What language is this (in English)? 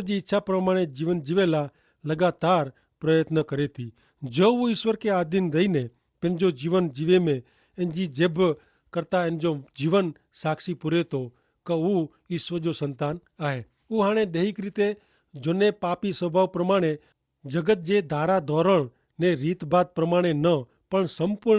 Kachhi